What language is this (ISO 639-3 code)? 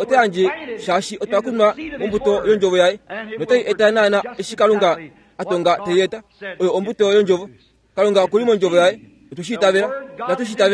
kua